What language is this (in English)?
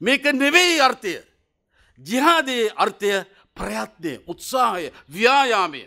Sinhala